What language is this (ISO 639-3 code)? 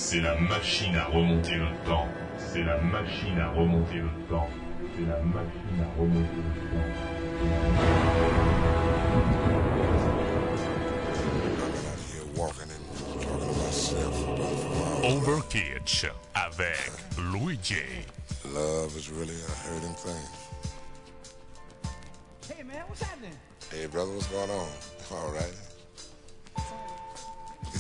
fra